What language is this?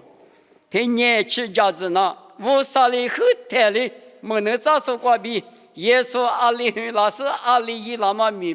Lisu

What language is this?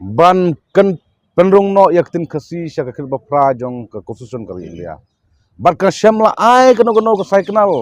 Khasi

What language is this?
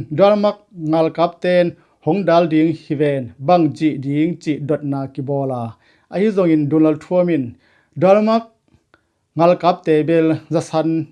Tedim Chin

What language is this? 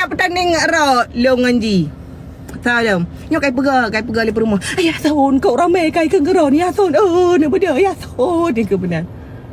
Achinese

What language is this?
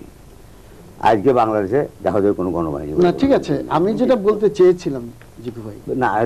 Bangla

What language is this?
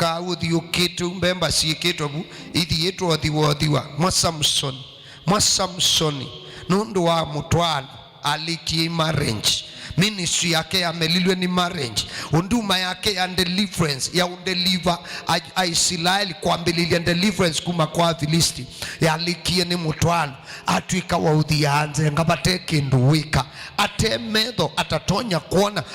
Kamba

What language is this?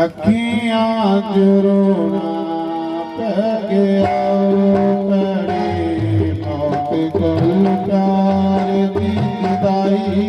Dogri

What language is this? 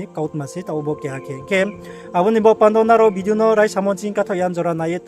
Riang (India)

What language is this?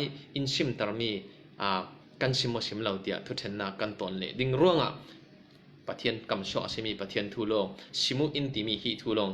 Falam Chin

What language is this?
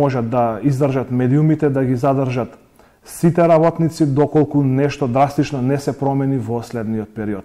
Macedonian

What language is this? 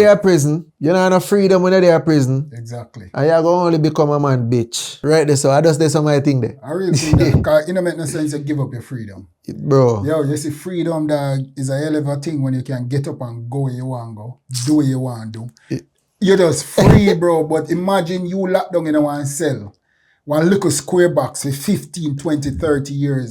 Jamaican Creole English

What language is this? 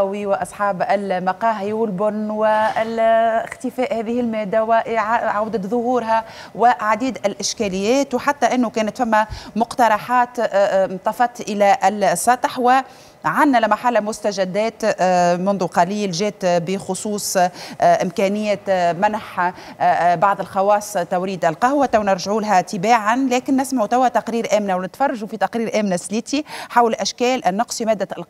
Tunisian Arabic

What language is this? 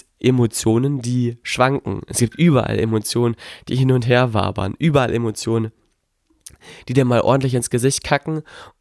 German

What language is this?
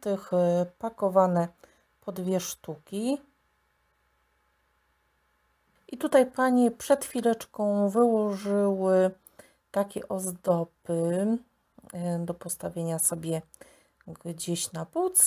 Polish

